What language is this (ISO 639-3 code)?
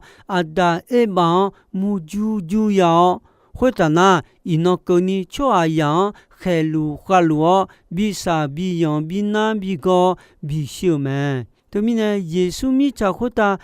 ahk